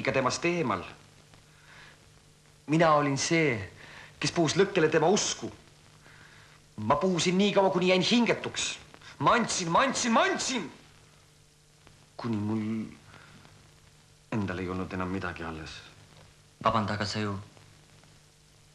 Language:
Estonian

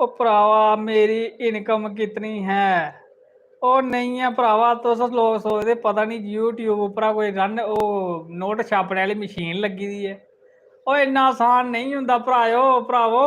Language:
Dogri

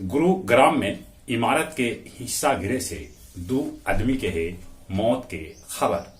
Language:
Magahi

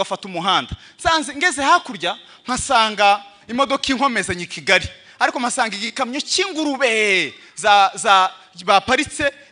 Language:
Kinyarwanda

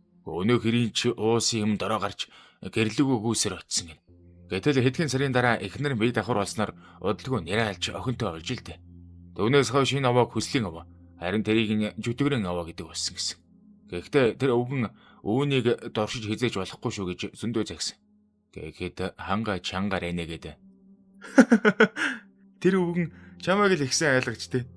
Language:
Mongolian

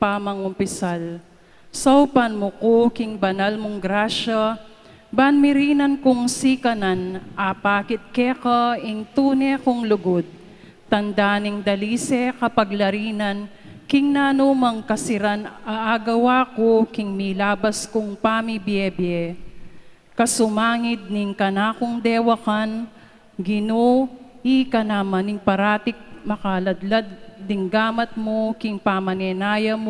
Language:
Pampanga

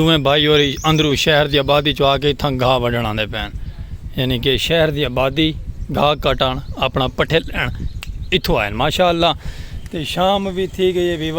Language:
Saraiki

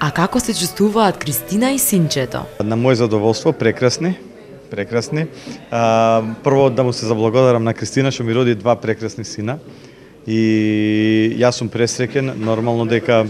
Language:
Macedonian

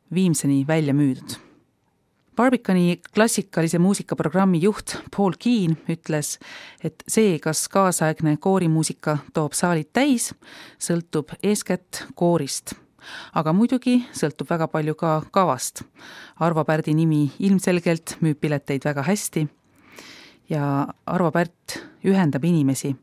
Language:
Estonian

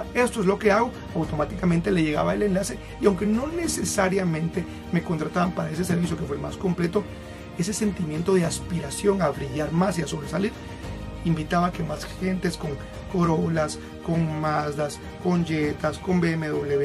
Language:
Spanish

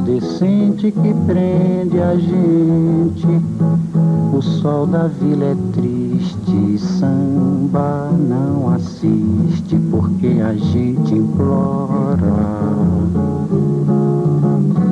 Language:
Portuguese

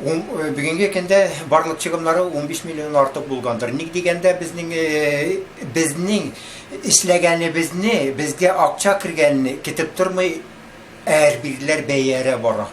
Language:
Tatar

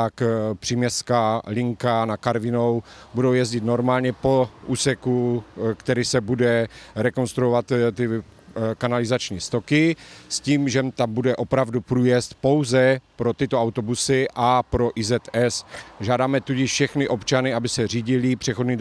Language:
Czech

